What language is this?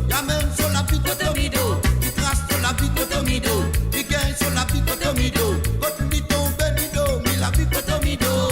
Morisyen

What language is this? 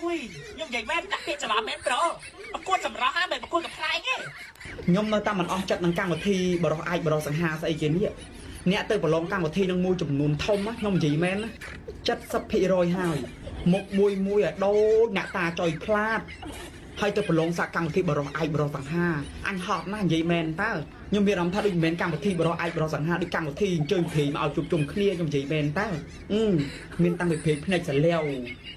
Khmer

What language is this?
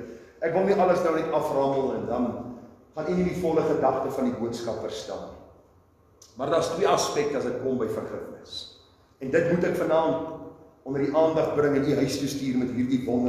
Afrikaans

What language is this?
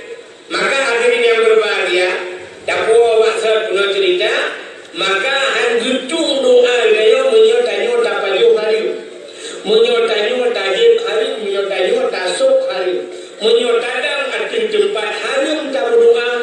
Achinese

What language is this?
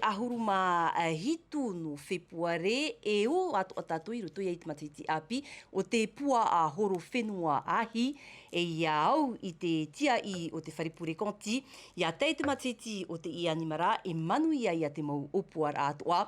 Tahitian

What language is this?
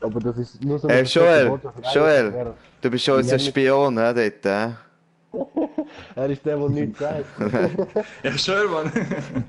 Swiss German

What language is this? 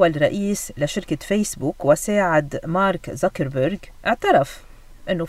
North Levantine Arabic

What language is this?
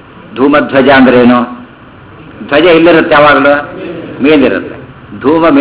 Kannada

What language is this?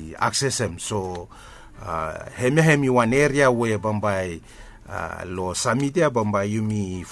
Bislama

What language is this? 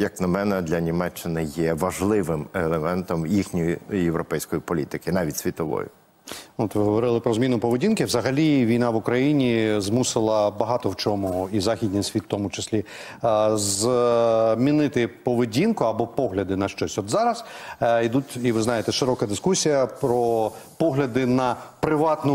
Ukrainian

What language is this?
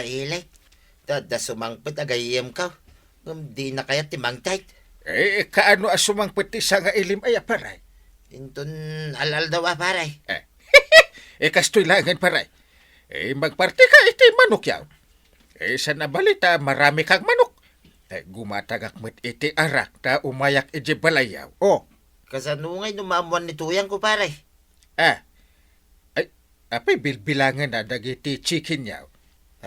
Iloko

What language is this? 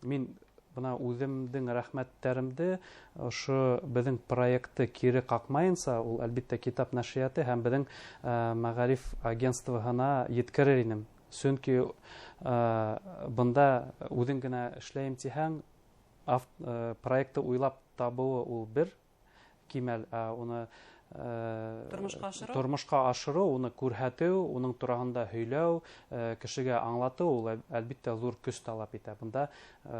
Bashkir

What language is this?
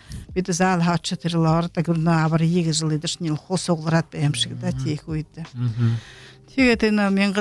Buriat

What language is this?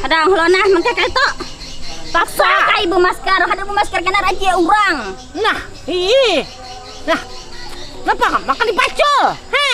Banjar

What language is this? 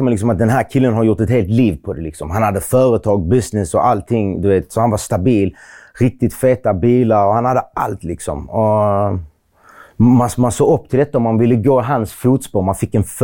Swedish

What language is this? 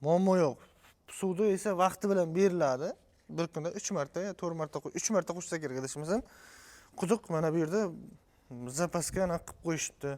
Uzbek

